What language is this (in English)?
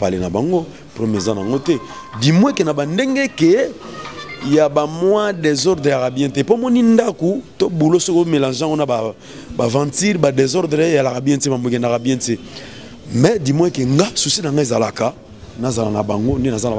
Lingala